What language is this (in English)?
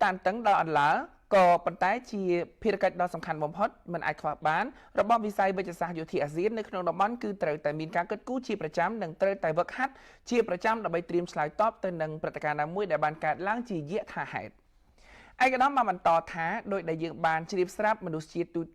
Khmer